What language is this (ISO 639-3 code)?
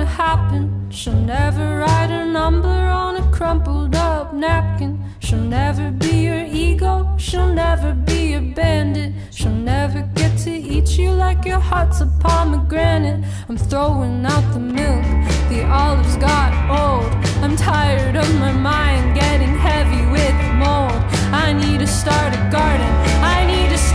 eng